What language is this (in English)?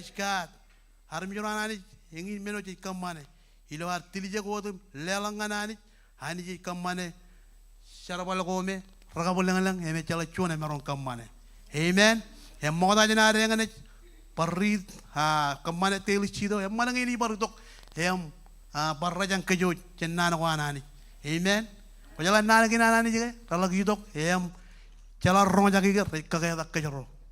Marshallese